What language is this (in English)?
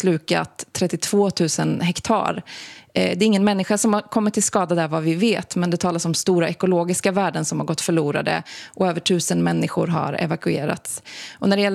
Swedish